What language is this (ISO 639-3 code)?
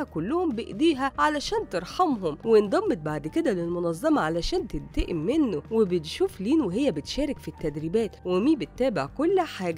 arz